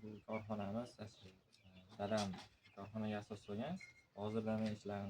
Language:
Uzbek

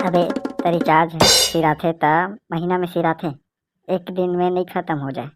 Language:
Chhattisgarhi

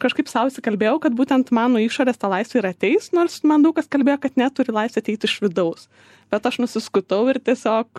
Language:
Lithuanian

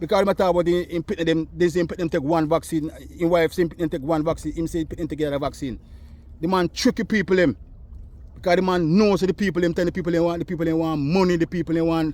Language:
Jamaican Creole English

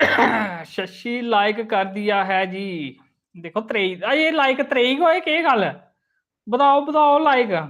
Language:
Dogri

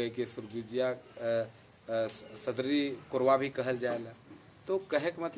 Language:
Sadri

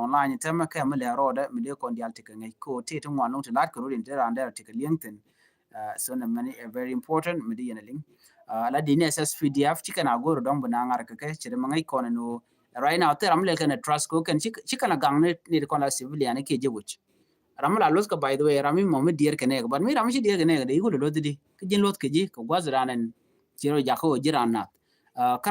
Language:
Nuer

